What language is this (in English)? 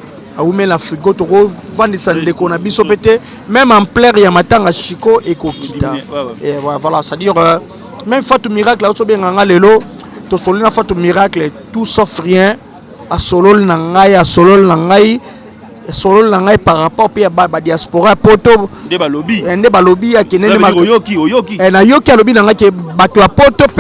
Lingala